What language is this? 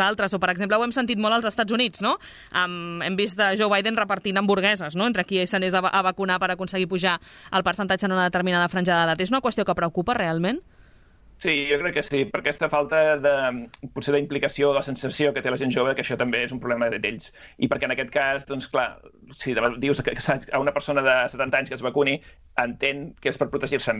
Catalan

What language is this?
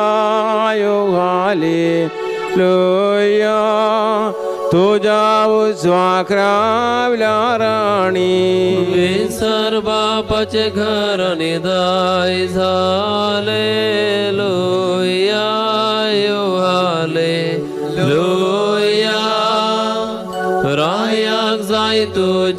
Konkani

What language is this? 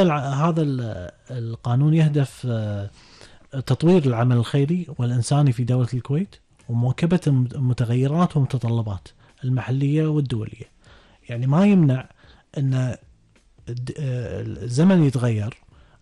Gulf Arabic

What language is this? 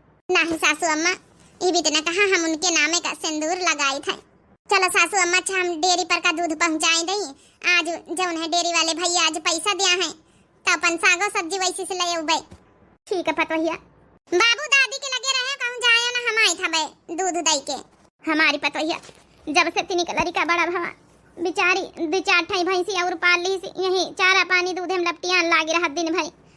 Awadhi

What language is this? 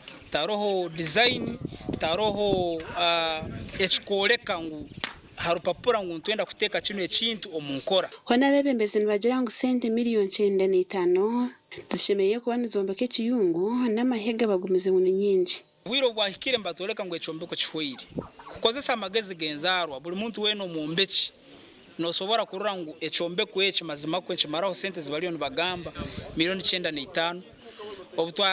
Nyankole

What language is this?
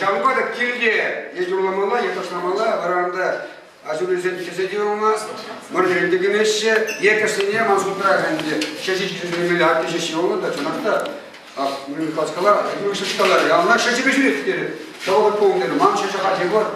Chuvash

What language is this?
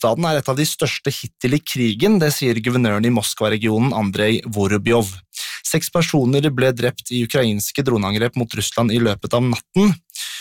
Norwegian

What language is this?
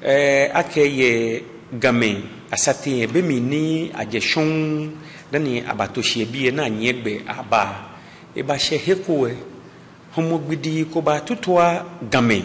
Ga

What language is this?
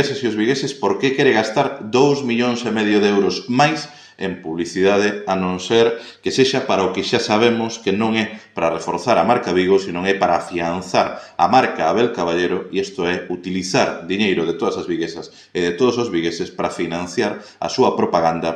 Galician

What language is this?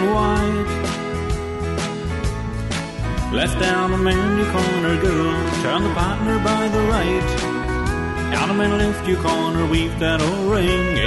English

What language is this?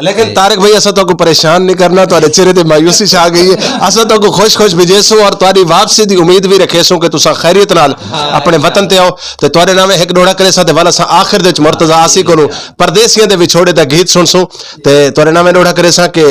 Saraiki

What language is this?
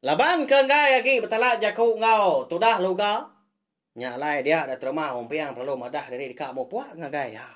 Iban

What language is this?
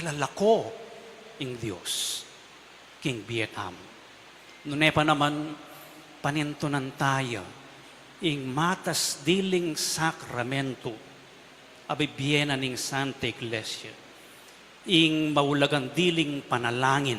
Pampanga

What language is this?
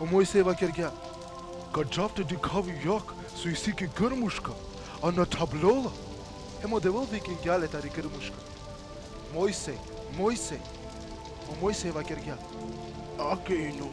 Balkan Romani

